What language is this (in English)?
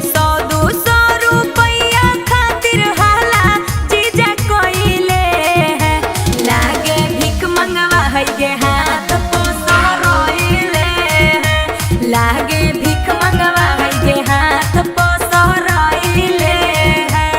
Magahi